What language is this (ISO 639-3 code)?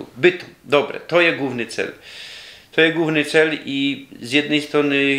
szl